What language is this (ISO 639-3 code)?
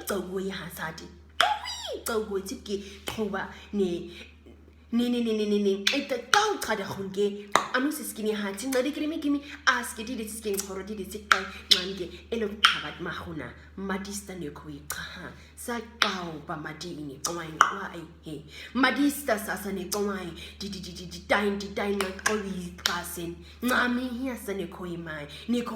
naq